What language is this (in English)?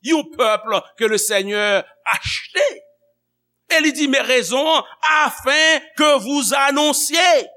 Haitian Creole